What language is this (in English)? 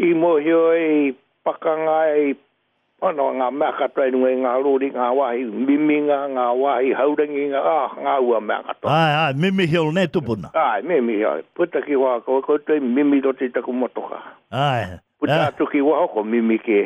Māori